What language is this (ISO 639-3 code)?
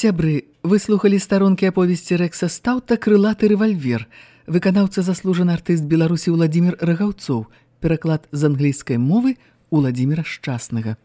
bel